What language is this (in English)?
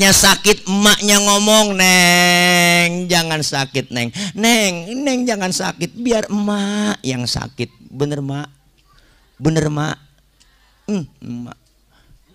Betawi